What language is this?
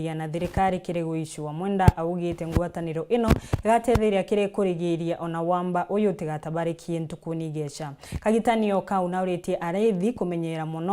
Meru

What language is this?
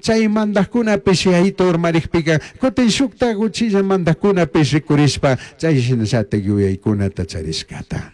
Chimborazo Highland Quichua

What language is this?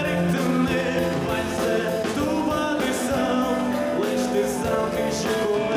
Udmurt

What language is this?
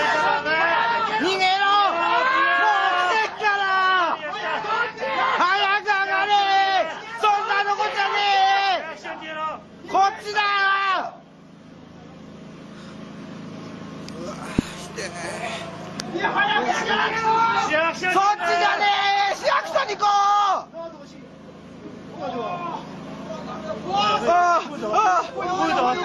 Japanese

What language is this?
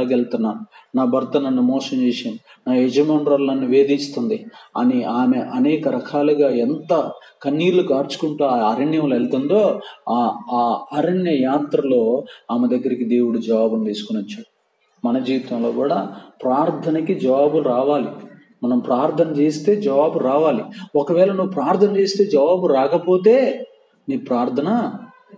Telugu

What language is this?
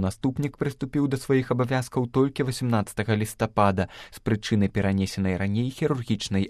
Belarusian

